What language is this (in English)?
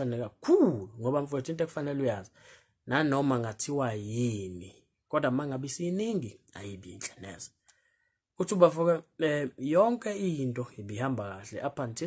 Zulu